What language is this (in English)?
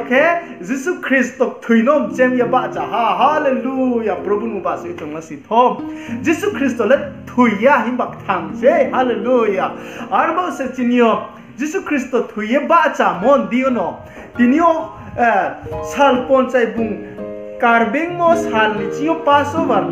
Riang (India)